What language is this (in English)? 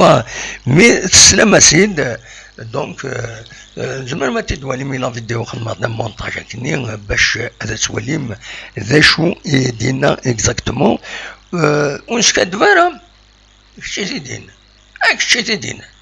Kabyle